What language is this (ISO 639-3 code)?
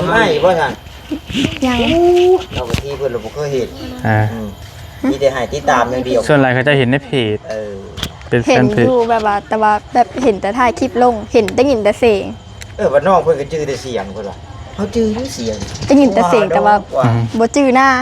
tts